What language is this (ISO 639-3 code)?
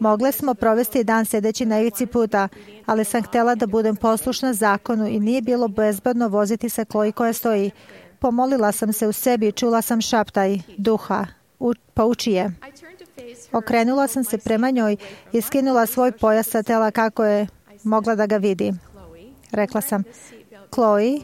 srp